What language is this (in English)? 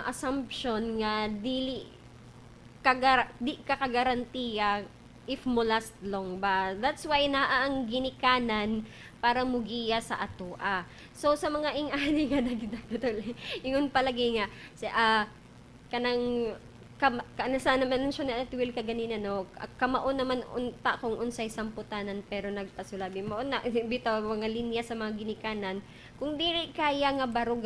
Cebuano